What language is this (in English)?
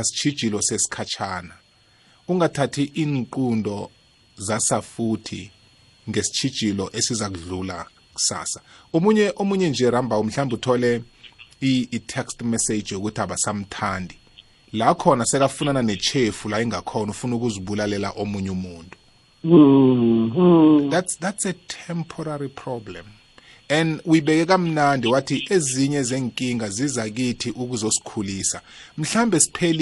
South Ndebele